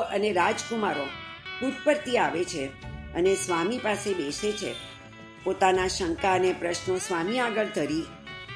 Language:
Gujarati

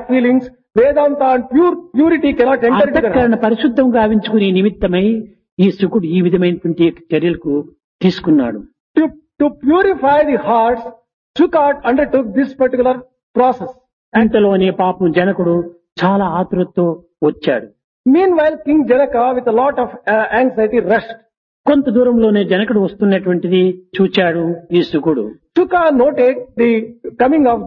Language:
Telugu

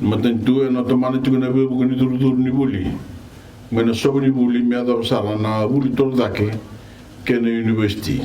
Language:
Fijian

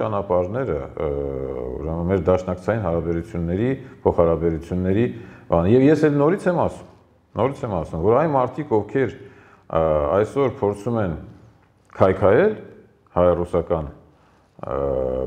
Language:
Armenian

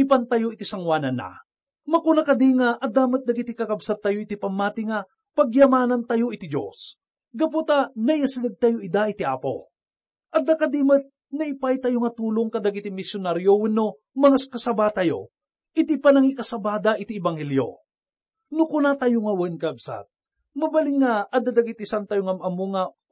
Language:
Iloko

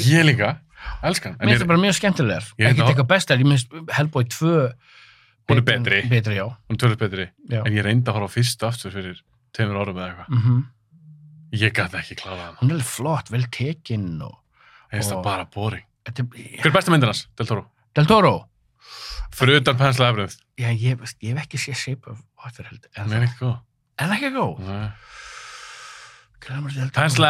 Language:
Icelandic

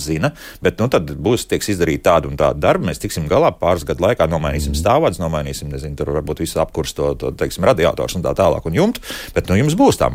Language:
Latvian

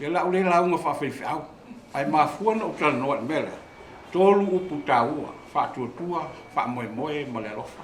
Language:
Samoan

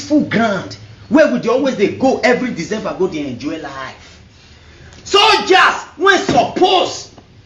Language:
Nigerian Pidgin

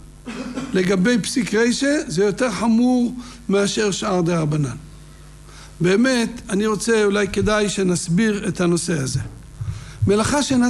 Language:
Hebrew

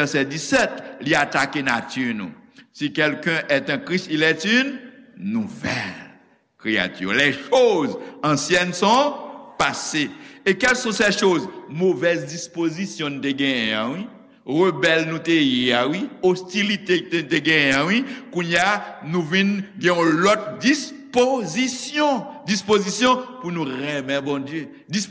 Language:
Haitian Creole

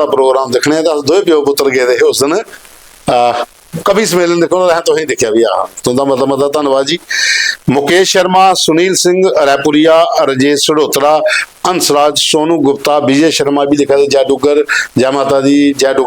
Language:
Dogri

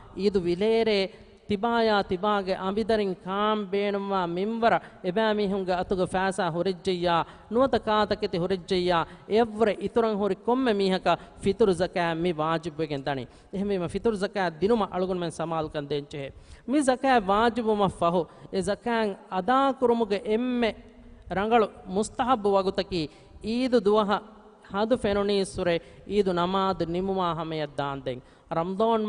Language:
Divehi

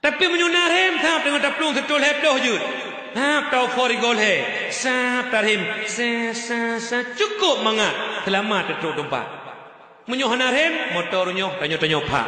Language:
Achinese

